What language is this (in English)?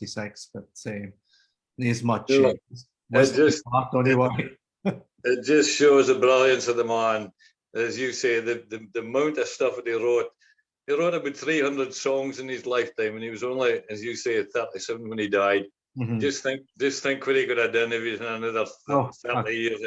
Scots